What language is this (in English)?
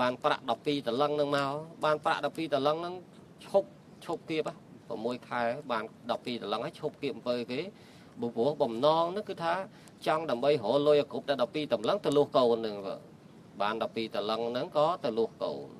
Khmer